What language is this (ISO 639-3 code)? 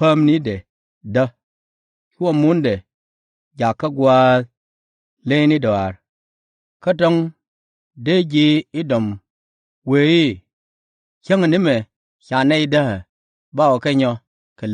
nus